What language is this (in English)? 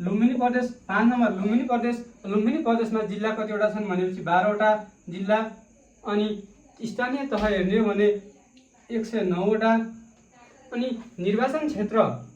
Nepali